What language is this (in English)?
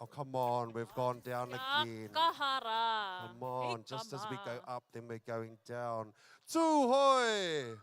Māori